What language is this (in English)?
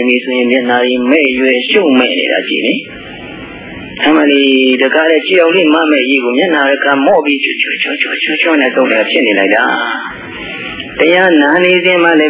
Burmese